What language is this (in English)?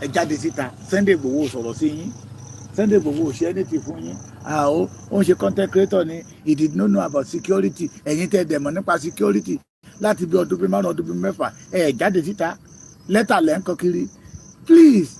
Yoruba